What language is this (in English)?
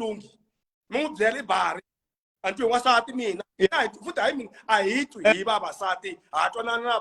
Tsonga